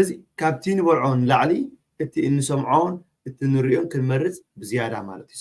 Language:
Tigrinya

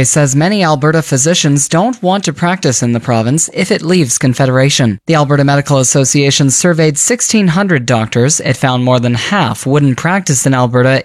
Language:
English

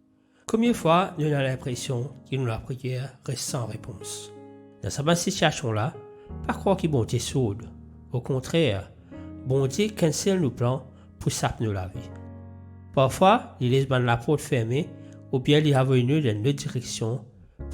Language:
Morisyen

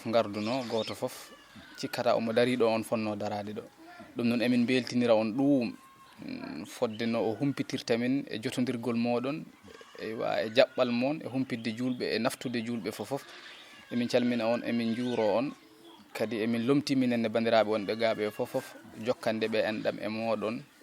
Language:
Fula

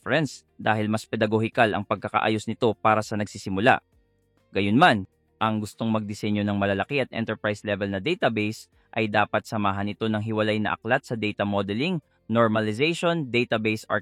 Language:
Filipino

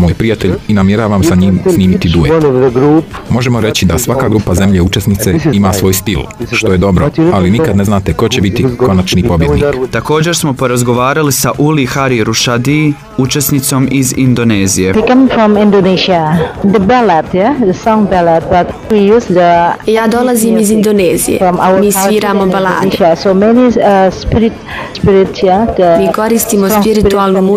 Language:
Bosnian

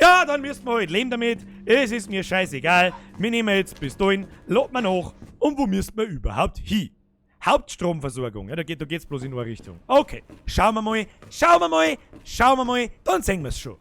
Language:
Bavarian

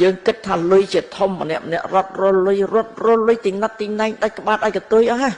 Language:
Khmer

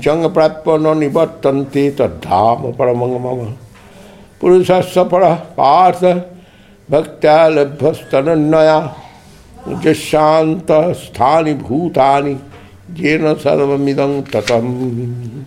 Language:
Sanskrit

